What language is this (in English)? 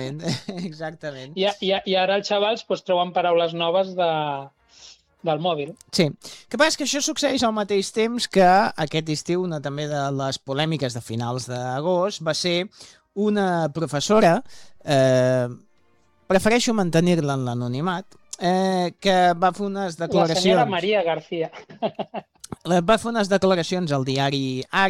Catalan